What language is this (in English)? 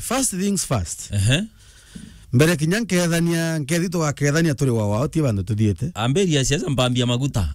Meru